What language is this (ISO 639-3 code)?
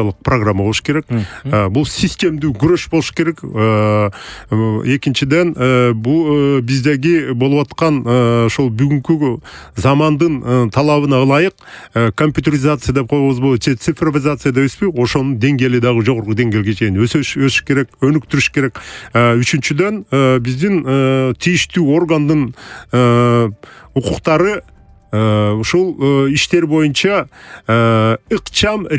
kir